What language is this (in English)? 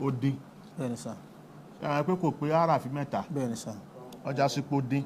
Yoruba